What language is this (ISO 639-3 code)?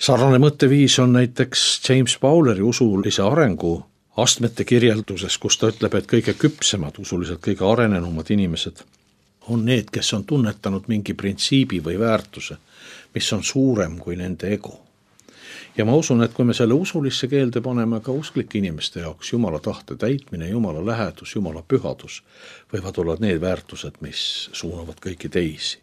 est